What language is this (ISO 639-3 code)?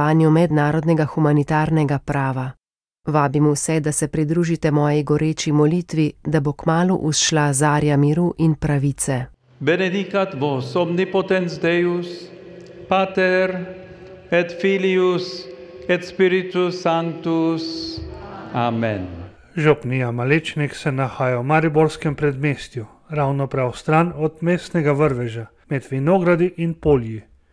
slv